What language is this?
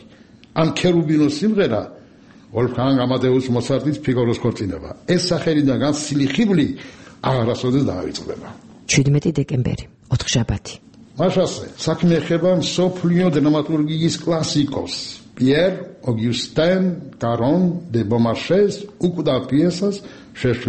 Georgian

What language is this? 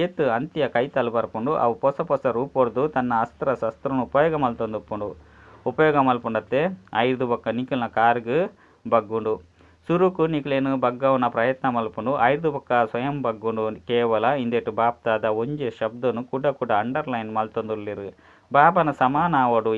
Tulu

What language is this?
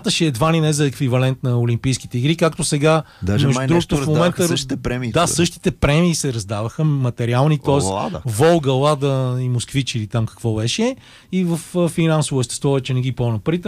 Bulgarian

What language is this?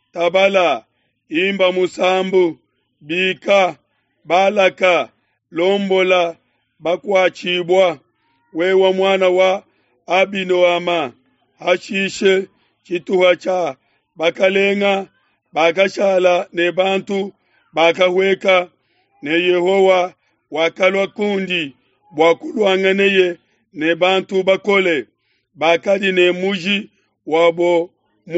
Luba-Lulua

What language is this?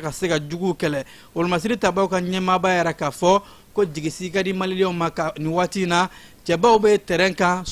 Bambara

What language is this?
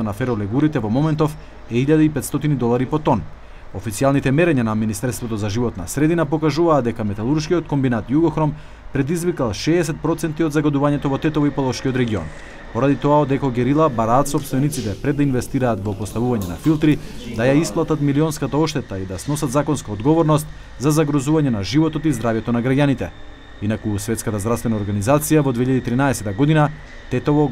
Macedonian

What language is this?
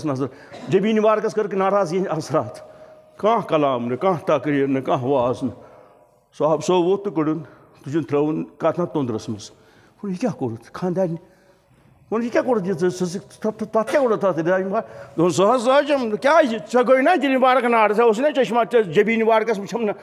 Kashmiri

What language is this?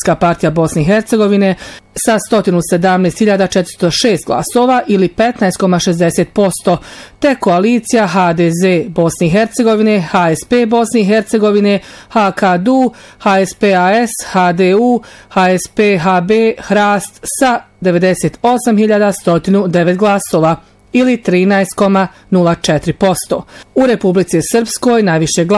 Bosnian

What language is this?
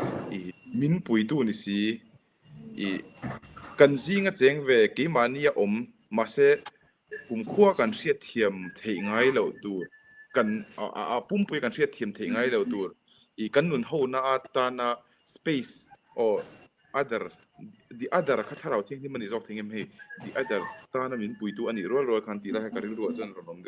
Mizo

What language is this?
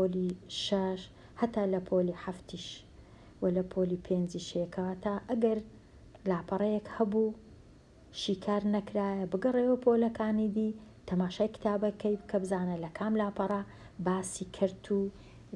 Central Kurdish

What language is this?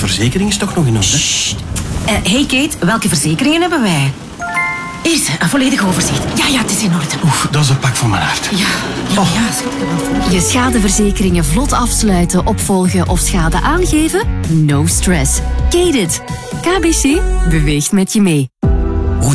Dutch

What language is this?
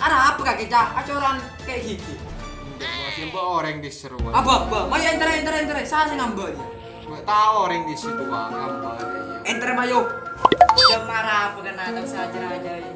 Madurese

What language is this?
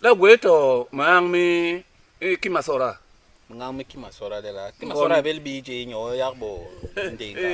Basaa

